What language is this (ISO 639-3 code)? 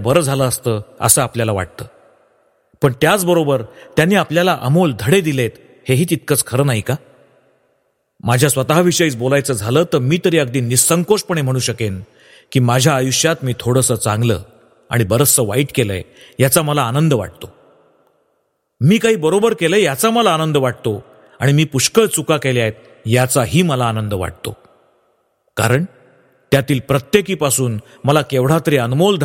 mar